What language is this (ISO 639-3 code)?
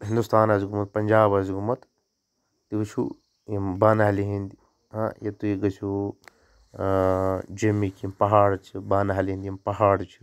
kas